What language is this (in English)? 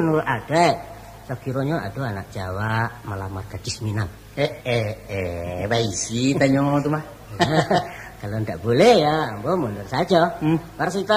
Minangkabau